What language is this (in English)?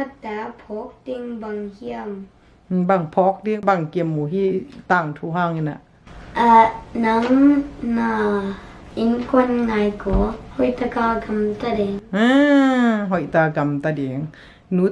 Tedim Chin